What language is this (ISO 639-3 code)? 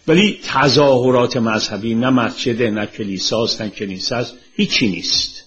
fas